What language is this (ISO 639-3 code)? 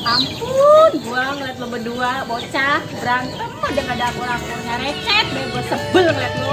bew